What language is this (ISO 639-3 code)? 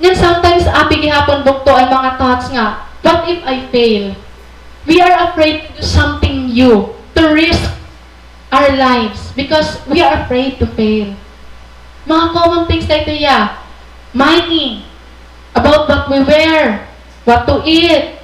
war